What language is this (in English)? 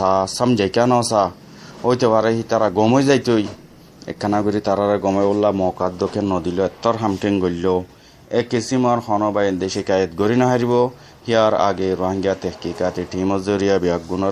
Rohingya